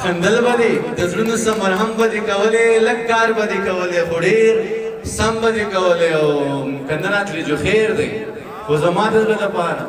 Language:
Pashto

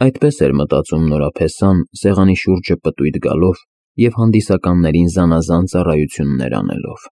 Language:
Armenian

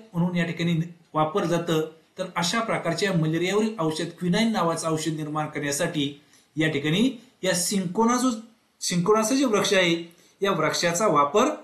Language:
Marathi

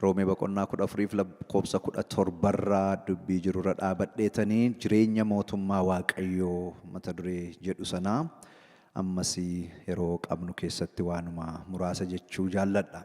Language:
Oromo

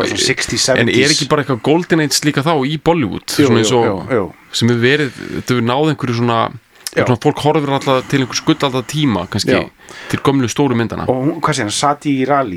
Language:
Icelandic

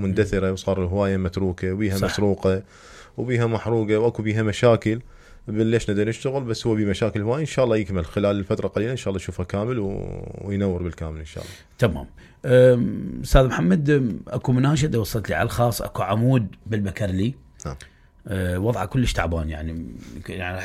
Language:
Mesopotamian Arabic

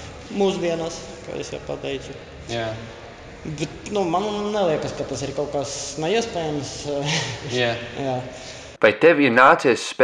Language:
Latvian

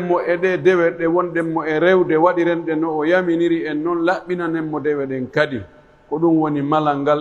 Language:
Pular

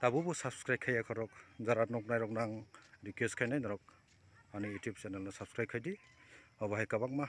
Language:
Kok Borok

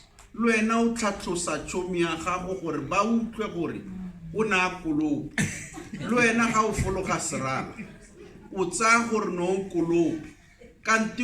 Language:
Tswana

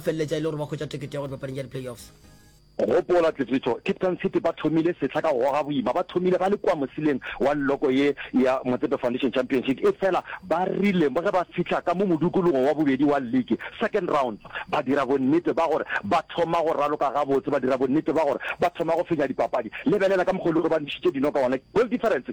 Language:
Northern Sotho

